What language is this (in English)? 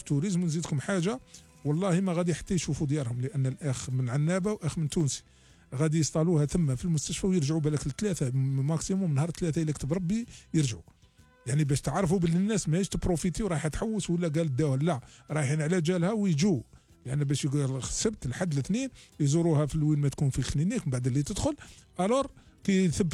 Algerian Arabic